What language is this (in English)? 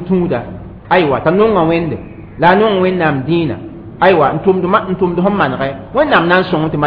Mossi